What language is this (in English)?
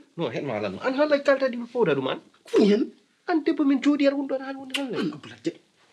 Fula